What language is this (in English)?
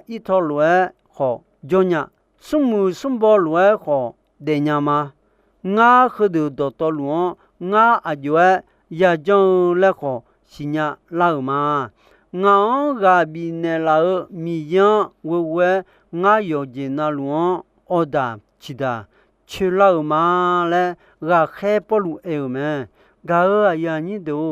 Akha